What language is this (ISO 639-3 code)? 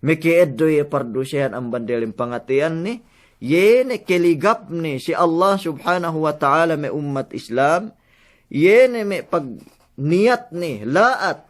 yka